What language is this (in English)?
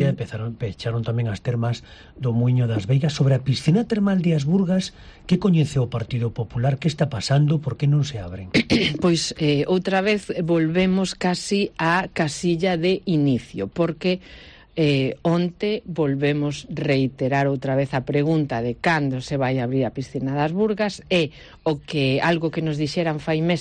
Galician